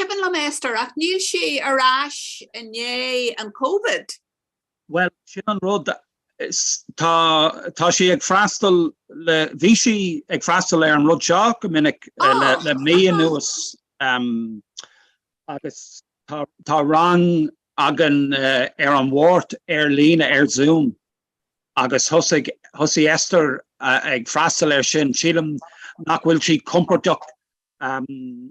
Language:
Irish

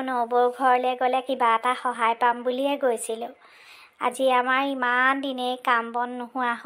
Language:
Assamese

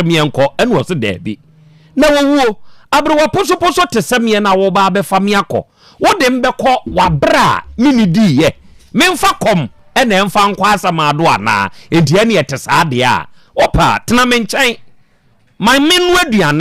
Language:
Akan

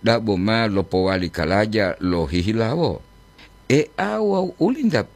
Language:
Gorontalo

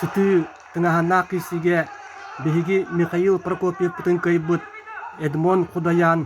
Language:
Yakut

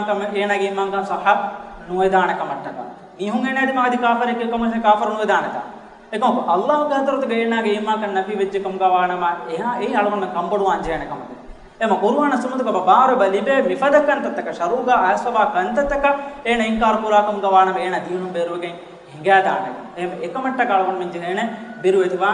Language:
Divehi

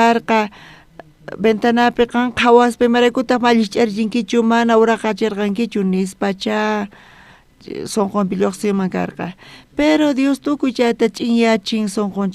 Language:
South Bolivian Quechua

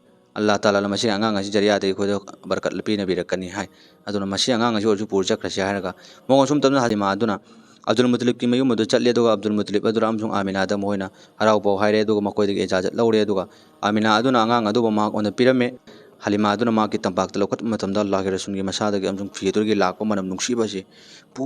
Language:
Manipuri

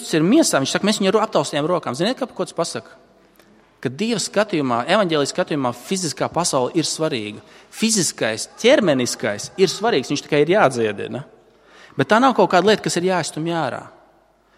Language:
Latvian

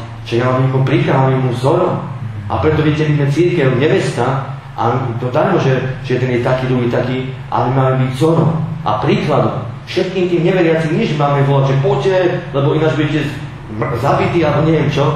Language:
Slovak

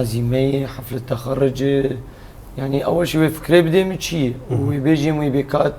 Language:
Kurdish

